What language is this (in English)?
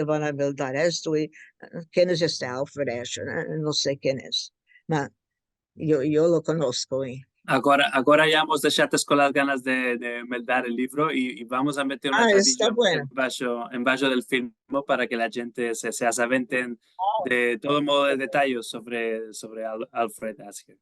Ladino